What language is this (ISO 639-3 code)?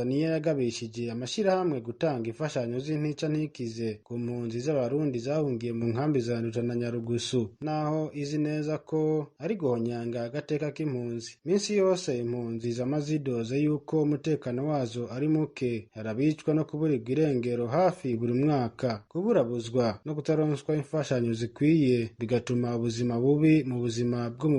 run